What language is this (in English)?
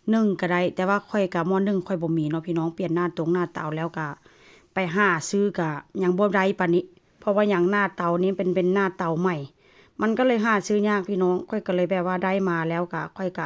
Lao